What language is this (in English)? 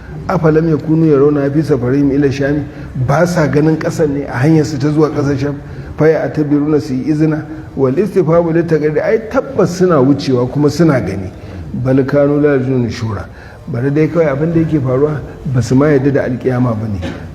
Hausa